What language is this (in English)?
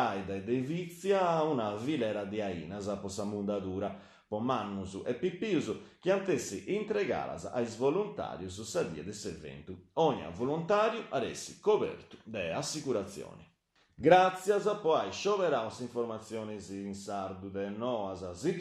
Sardinian